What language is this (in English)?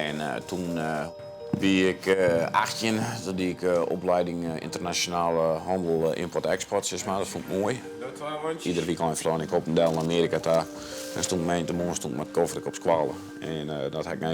Western Frisian